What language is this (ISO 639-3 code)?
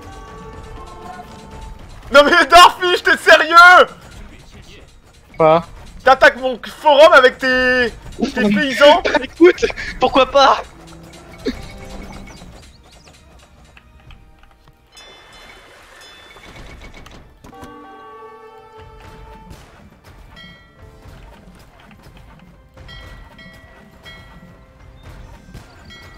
fra